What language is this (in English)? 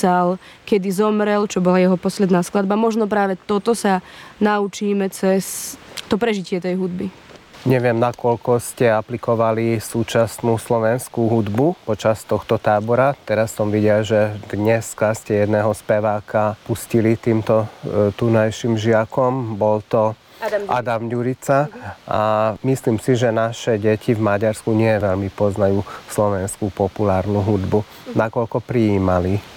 Slovak